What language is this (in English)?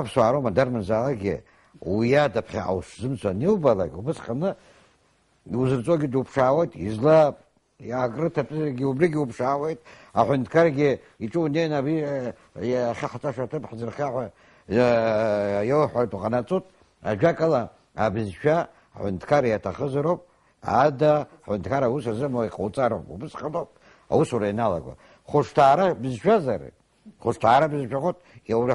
Abkhazian